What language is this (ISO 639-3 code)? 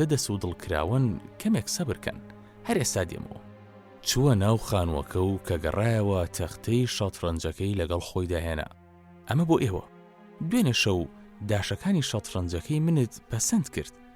ckb